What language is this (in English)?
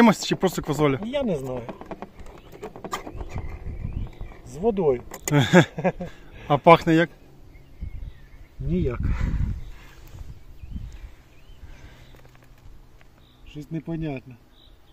Ukrainian